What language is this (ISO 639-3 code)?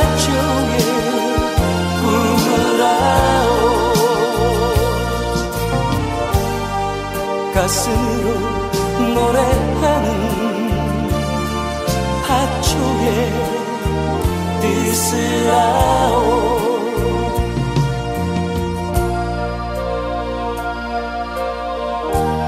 kor